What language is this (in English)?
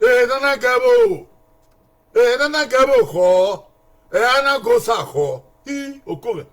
Bini